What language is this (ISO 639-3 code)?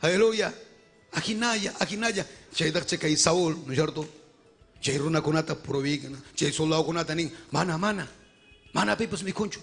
quy